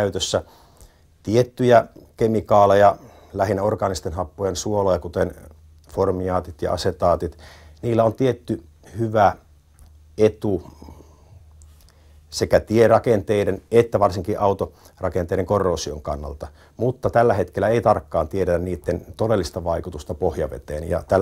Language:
Finnish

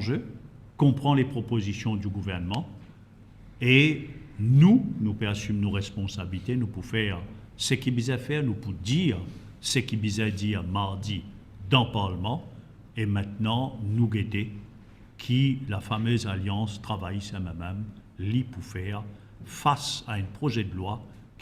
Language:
Morisyen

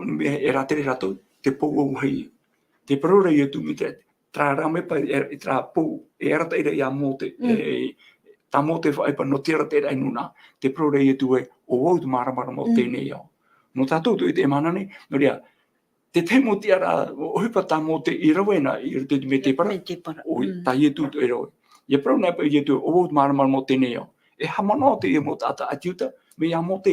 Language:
Tahitian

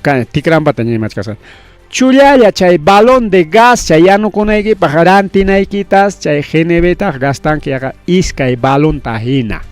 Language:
Ayacucho Quechua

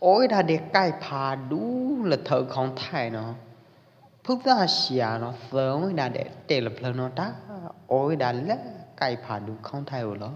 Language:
Pwo Eastern Karen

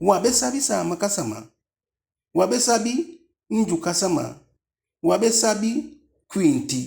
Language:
Eastern Maroon Creole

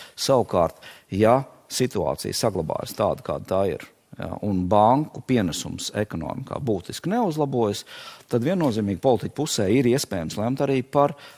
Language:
Latvian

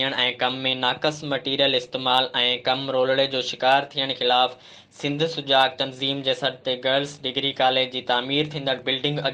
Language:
Sindhi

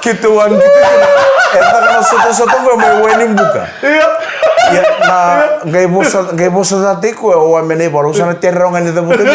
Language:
Fijian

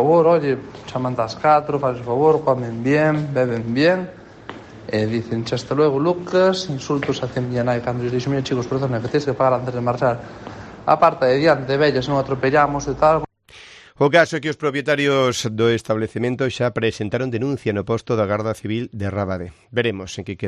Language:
Galician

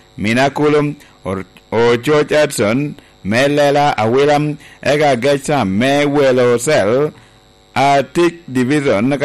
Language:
Lango (Uganda)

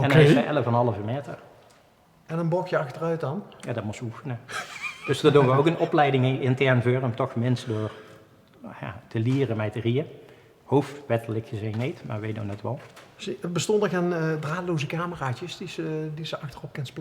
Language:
Limburgish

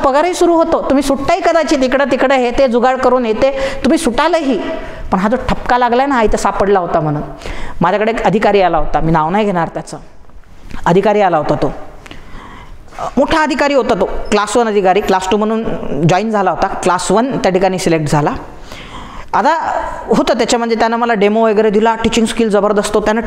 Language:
Marathi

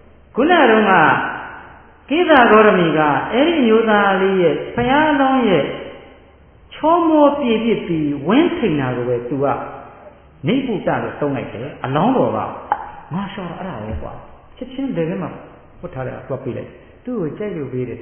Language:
Burmese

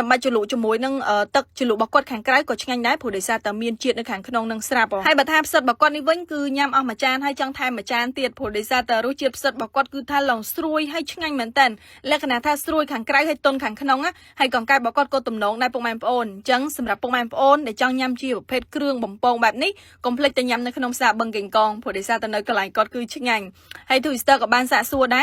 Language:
Khmer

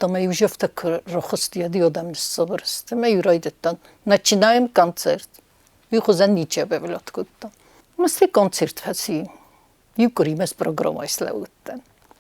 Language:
Ossetic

